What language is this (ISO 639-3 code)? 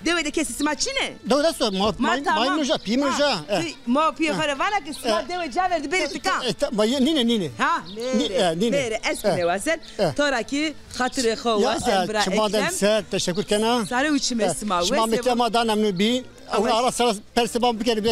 zza